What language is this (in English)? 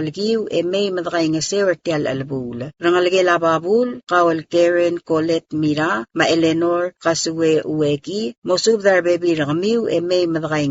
Palauan